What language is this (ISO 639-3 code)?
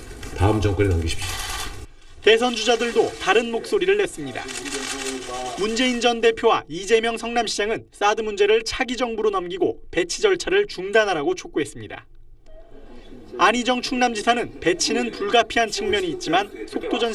kor